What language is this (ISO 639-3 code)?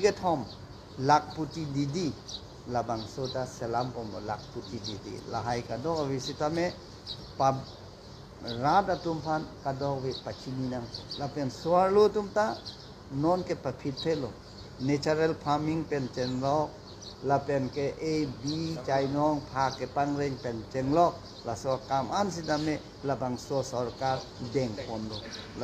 mjw